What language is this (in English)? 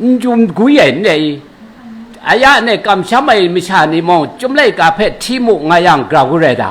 Kachin